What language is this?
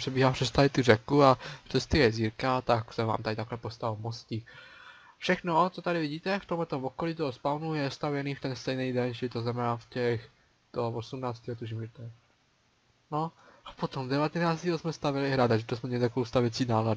Czech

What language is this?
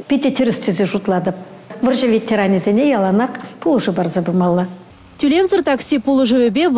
Chuvash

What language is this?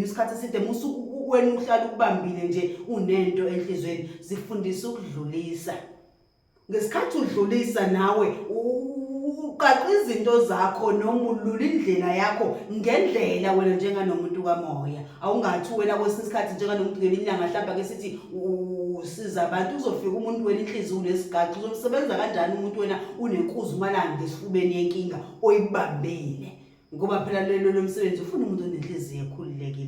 Zulu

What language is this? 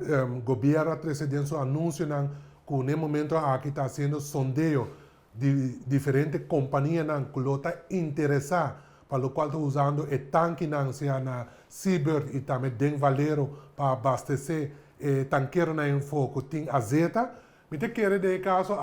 Papiamento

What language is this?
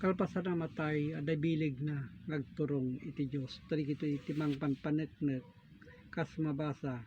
Iloko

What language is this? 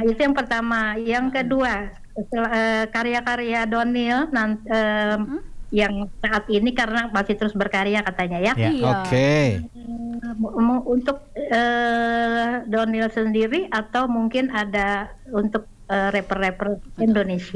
Indonesian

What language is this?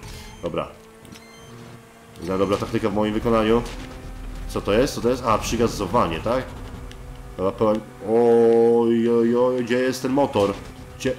Polish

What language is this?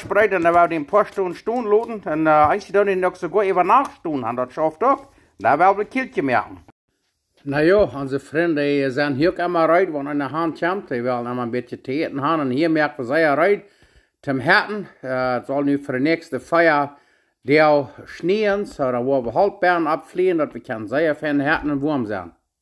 Plautdietsch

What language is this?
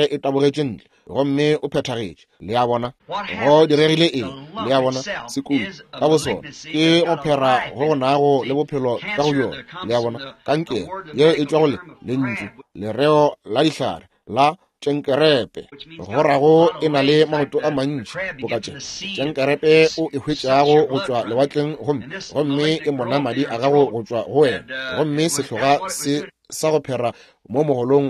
Northern Sotho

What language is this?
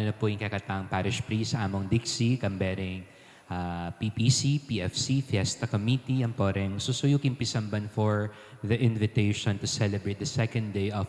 Pampanga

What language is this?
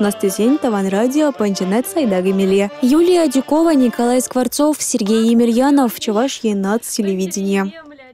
Chuvash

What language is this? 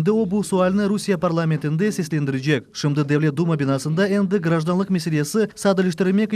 Crimean Tatar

